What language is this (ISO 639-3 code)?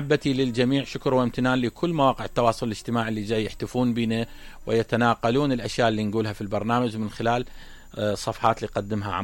acm